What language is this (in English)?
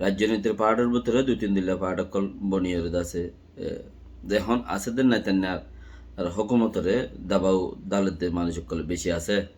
Rohingya